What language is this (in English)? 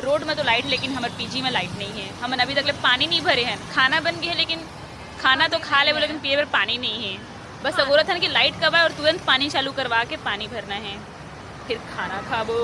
Chhattisgarhi